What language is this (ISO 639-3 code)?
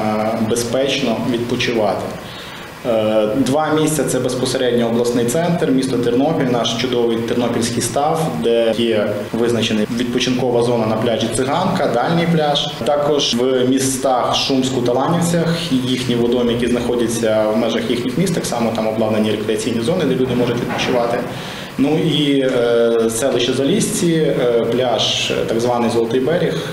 ukr